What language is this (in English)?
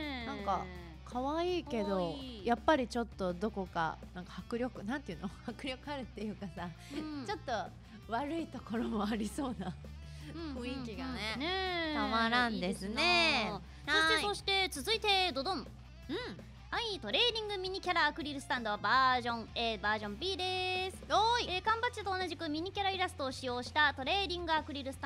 Japanese